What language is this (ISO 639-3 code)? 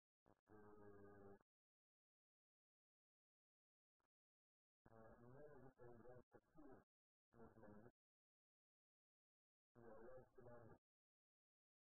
heb